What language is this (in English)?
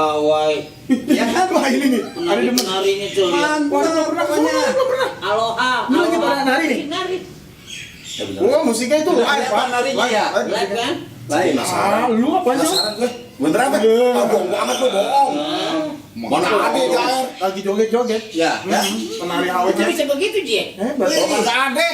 Betawi